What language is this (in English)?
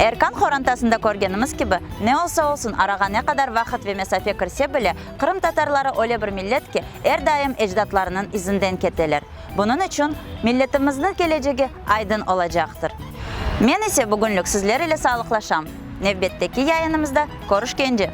Crimean Tatar